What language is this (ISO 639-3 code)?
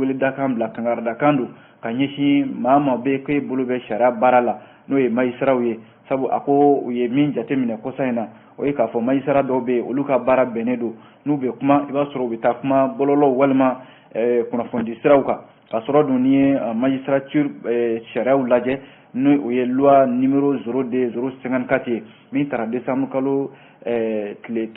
bam